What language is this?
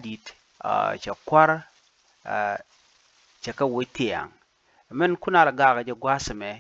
Nuer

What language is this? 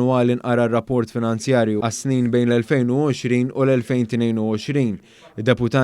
Maltese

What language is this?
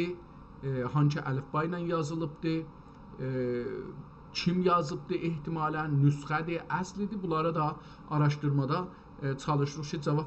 South Azerbaijani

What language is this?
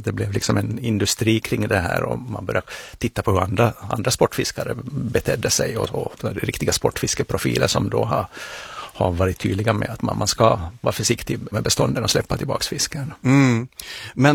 Swedish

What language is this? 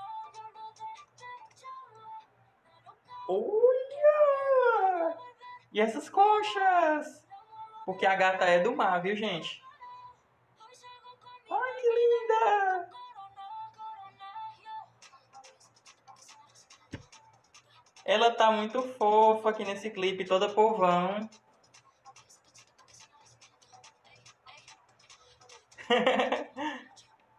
Portuguese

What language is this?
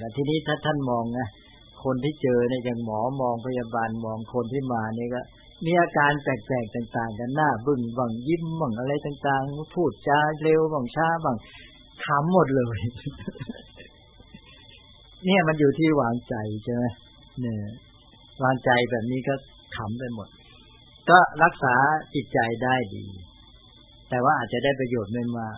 Thai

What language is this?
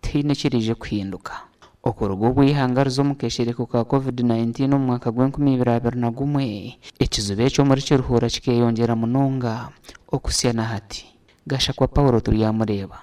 Nyankole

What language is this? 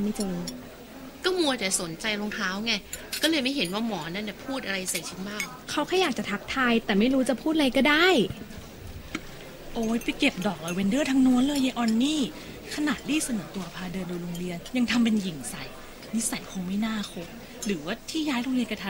Thai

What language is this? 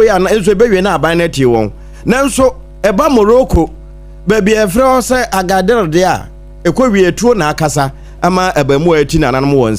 Akan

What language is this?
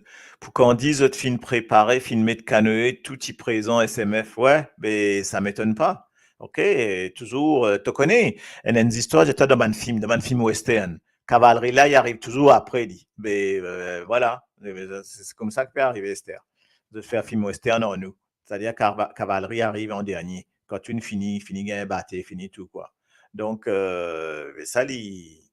Morisyen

